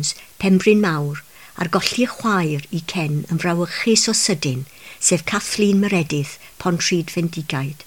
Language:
Welsh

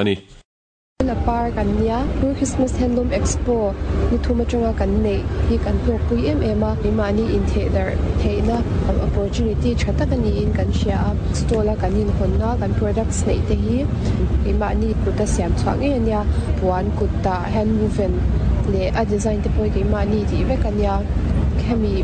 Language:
Mizo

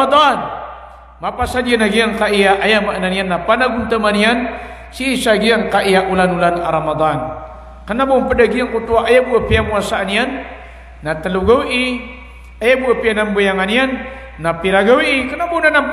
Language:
Maranao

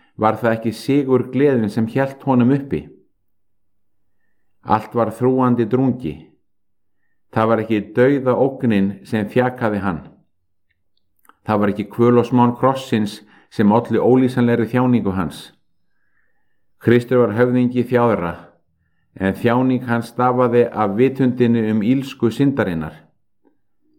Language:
Icelandic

